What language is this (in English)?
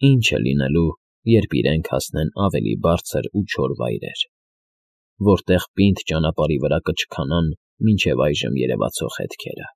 Armenian